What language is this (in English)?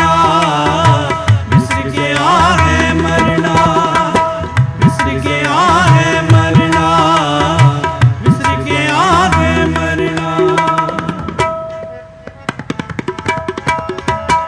Hindi